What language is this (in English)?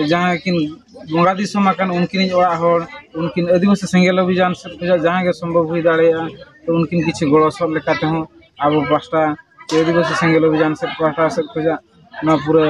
Santali